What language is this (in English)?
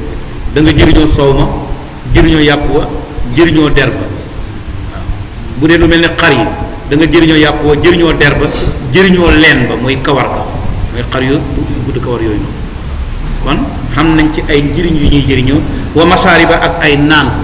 Wolof